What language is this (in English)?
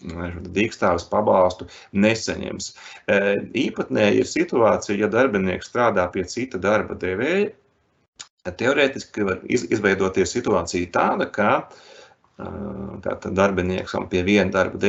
Latvian